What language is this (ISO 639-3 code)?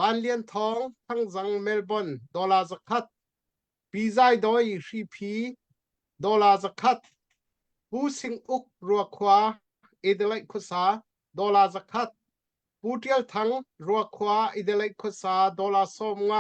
cnh